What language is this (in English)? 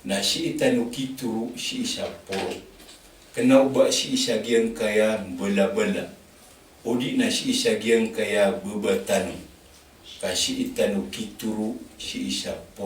Maranao